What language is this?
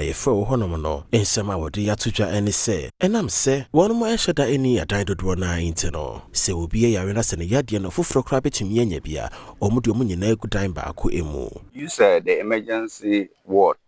Akan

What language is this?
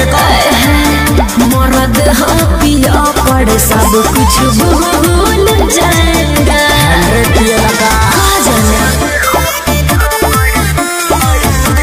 Bhojpuri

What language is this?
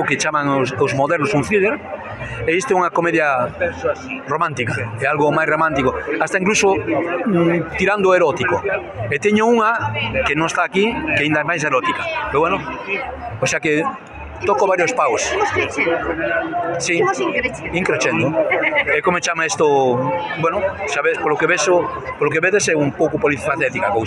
Galician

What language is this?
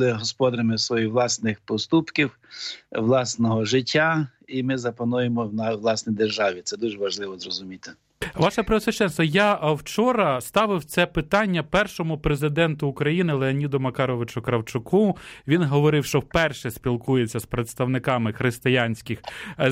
Ukrainian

